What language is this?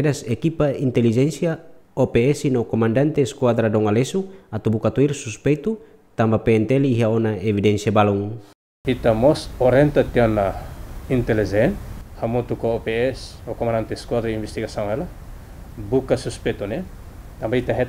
Tetum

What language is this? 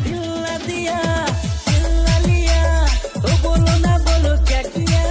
Chhattisgarhi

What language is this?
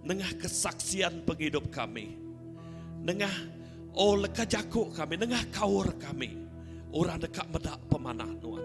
Iban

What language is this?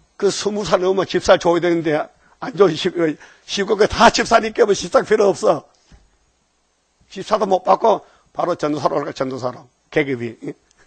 Korean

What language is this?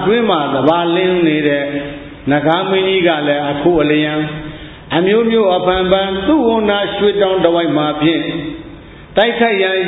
Burmese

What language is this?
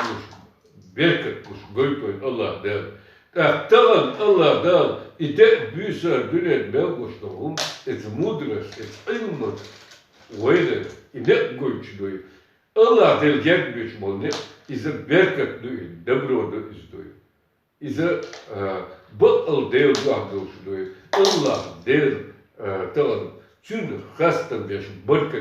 Chechen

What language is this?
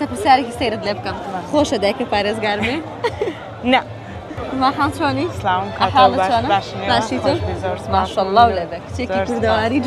Central Kurdish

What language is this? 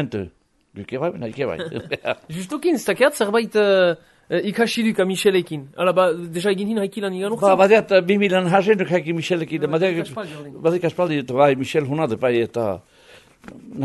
Basque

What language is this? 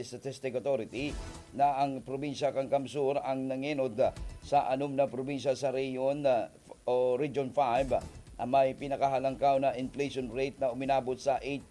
Bikol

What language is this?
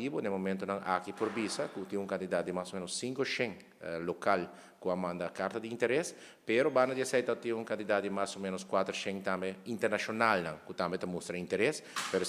Papiamento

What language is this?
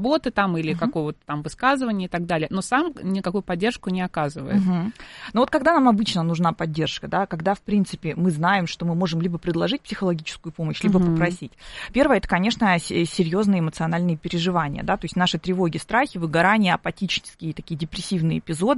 Russian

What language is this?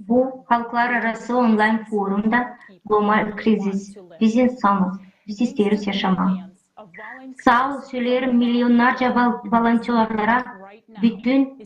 Gagauz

